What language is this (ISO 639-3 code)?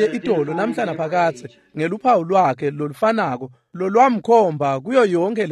ssw